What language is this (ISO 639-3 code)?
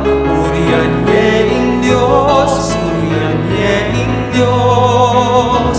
pam